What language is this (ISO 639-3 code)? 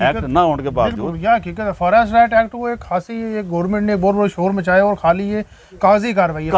gju